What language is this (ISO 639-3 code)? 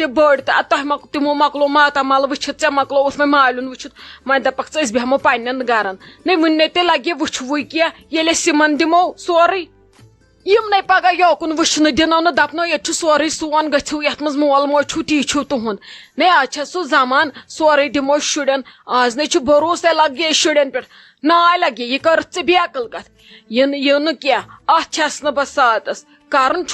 kas